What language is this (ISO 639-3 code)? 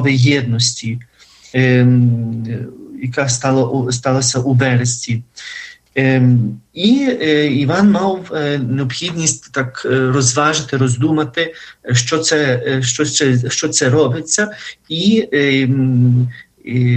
ukr